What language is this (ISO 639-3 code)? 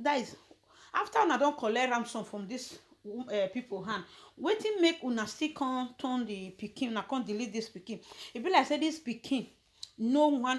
pcm